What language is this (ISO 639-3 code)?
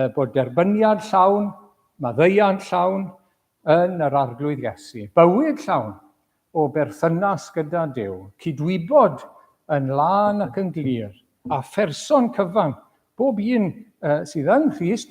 cym